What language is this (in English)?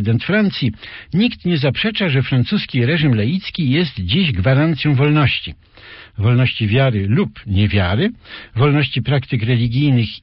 Polish